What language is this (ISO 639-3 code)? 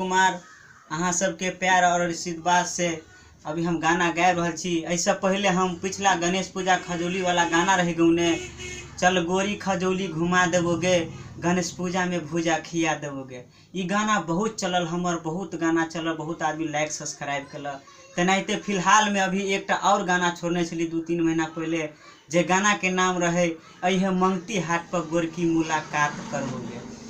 mai